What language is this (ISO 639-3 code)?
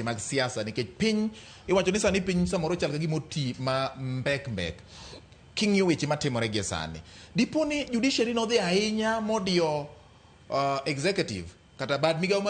luo